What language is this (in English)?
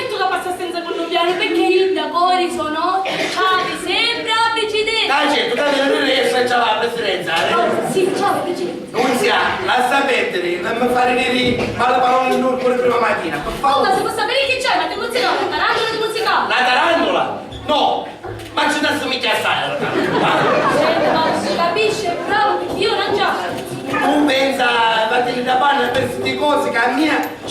Sicilian